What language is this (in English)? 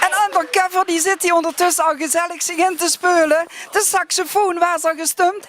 Limburgish